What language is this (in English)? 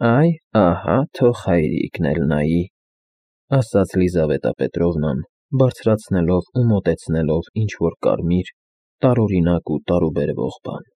Armenian